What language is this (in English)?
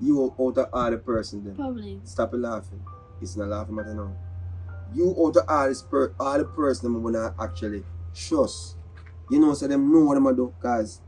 Jamaican Creole English